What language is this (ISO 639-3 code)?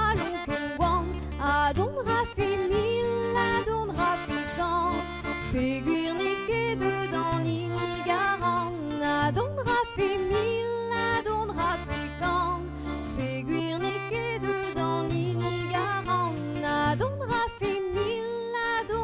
bre